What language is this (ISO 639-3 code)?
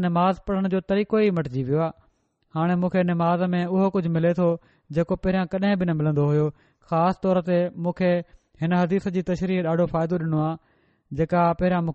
snd